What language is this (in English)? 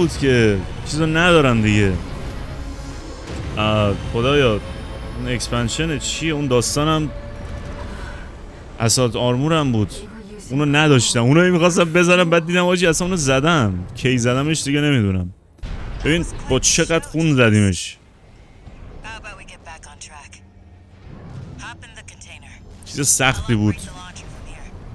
Persian